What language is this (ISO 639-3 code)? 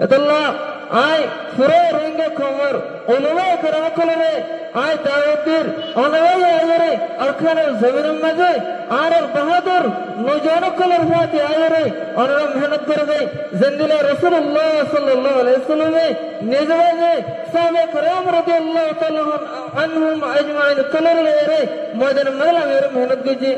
rhg